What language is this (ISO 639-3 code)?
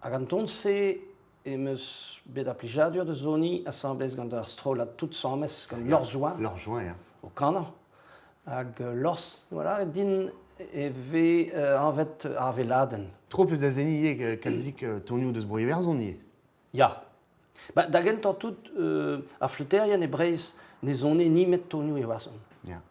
bre